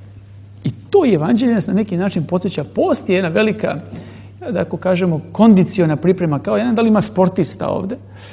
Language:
Croatian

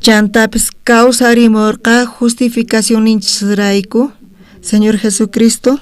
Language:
South Bolivian Quechua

